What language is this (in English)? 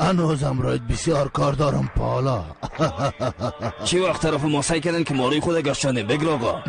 Persian